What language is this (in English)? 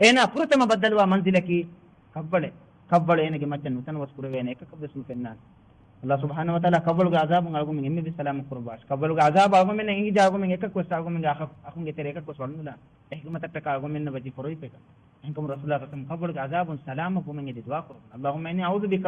Divehi